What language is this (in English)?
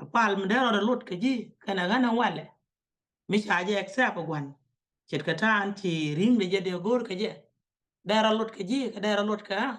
Nuer